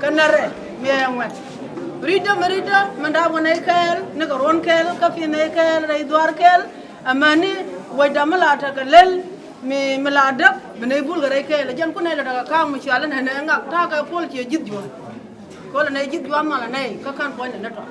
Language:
Nuer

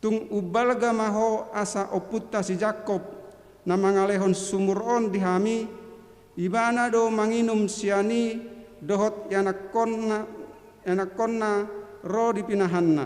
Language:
Batak Toba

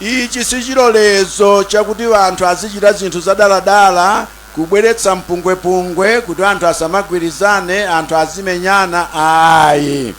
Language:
Nyanja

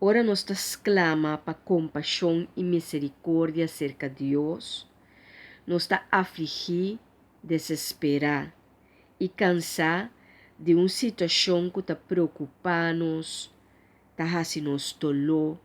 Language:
Papiamento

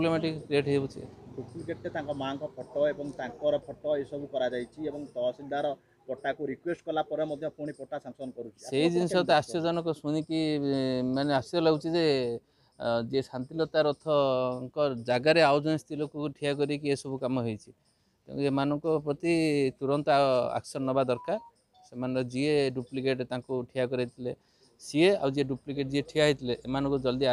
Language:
Odia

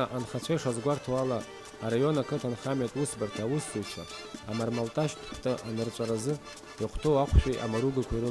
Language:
Abkhazian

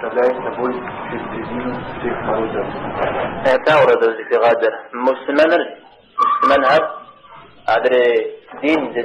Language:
Kabardian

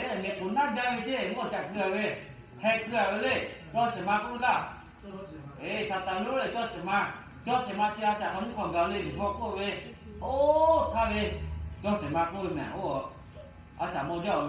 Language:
Lahu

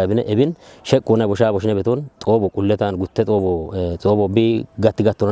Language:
Kafa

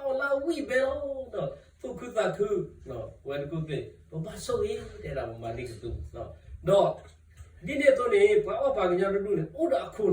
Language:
S'gaw Karen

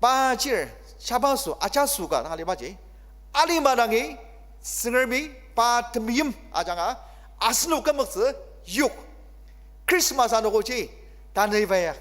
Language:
Ao Naga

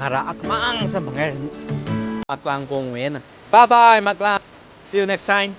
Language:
Tangkhul Naga (India)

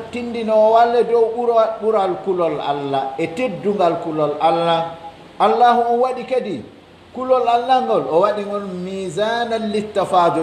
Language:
Pular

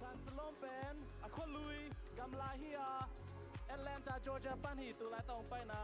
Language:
Tedim Chin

